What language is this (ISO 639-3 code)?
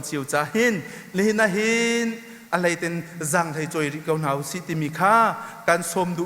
cnh